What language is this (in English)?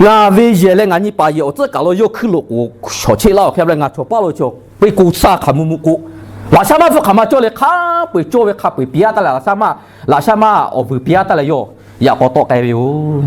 Lahu